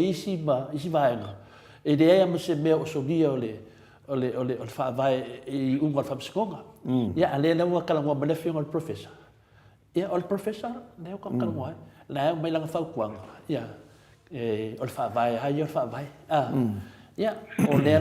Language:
Samoan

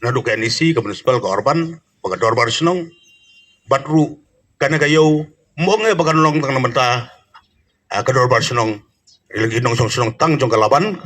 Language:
Khasi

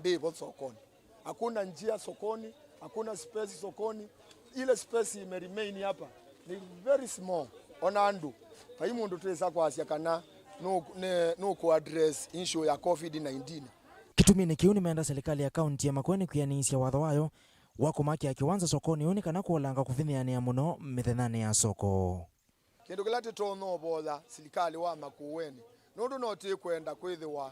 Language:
Kamba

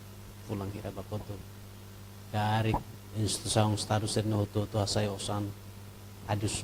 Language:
Tetum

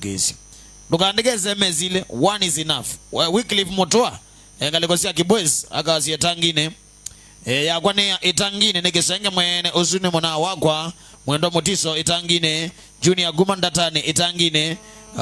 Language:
Kamba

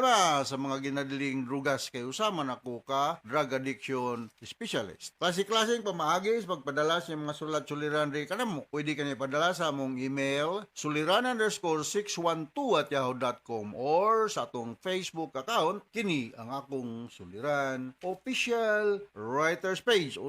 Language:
Cebuano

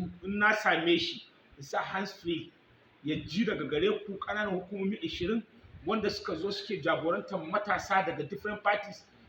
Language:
Hausa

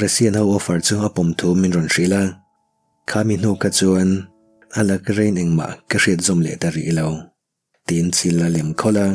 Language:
Mizo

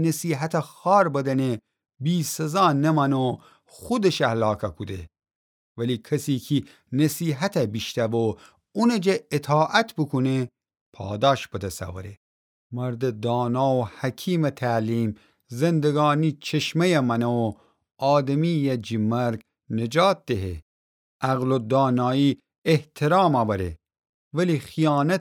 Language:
Gilaki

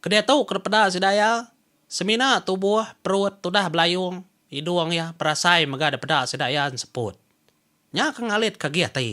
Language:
Iban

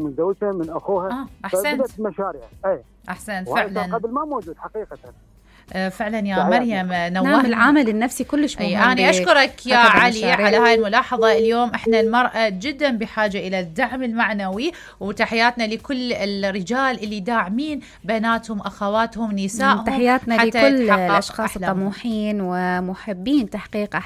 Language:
Mesopotamian Arabic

